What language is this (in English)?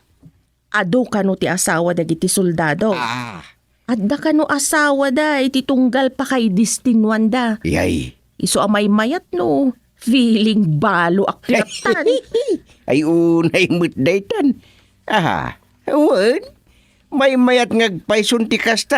Iloko